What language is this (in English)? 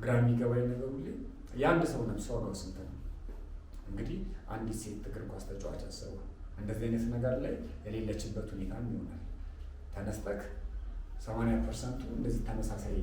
Amharic